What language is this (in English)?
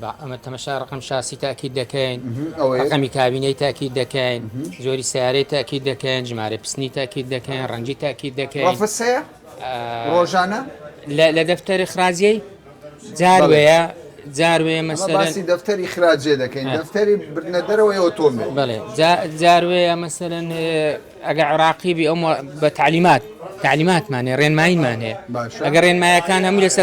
Central Kurdish